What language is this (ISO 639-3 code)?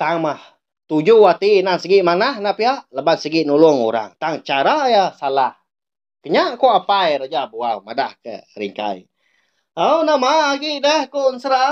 iba